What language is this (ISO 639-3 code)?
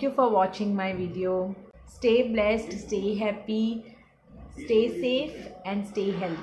kok